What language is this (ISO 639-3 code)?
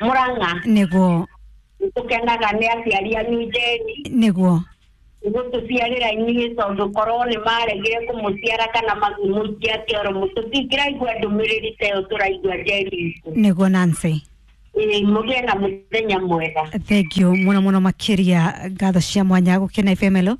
kik